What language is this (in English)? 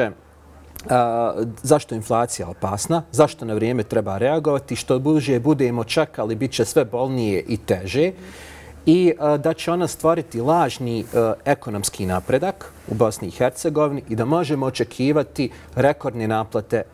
Bosnian